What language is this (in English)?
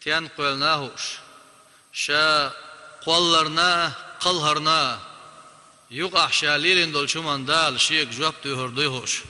Chechen